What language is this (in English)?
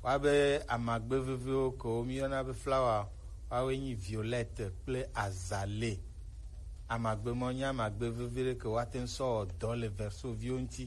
Gen